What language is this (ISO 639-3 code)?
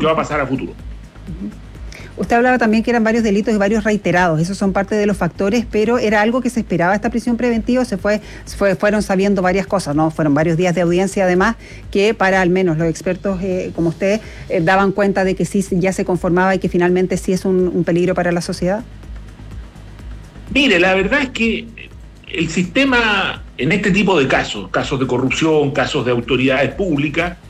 spa